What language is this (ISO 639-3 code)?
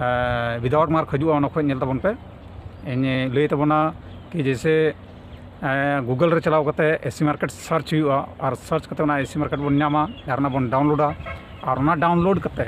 sat